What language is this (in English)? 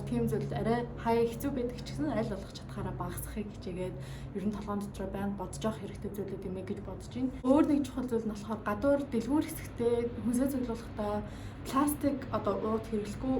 Mongolian